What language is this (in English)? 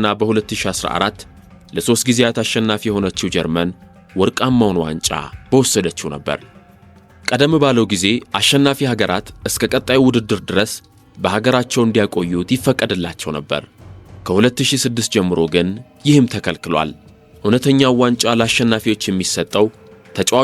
Amharic